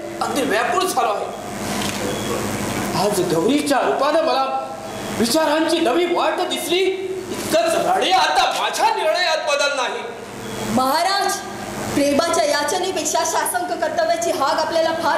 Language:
Marathi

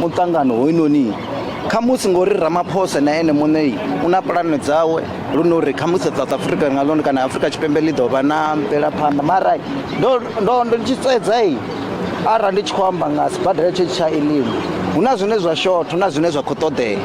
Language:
Venda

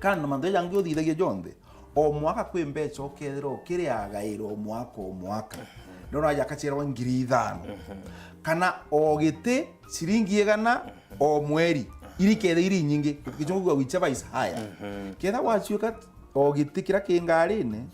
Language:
Meru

